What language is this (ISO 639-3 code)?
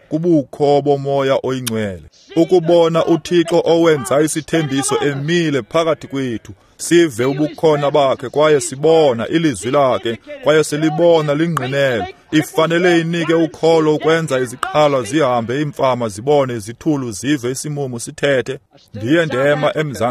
xho